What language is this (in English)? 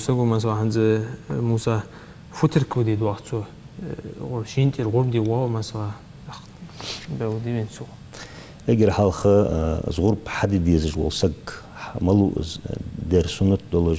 Ingush